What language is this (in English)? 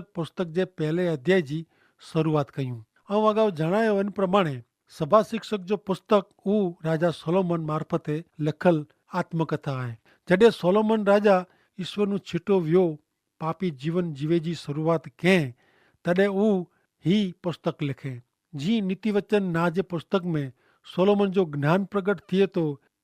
Kachhi